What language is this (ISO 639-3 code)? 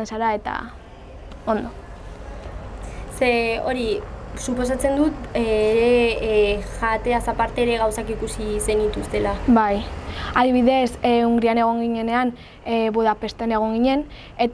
eus